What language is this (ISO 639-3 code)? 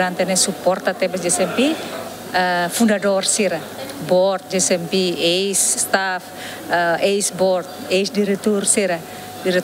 tet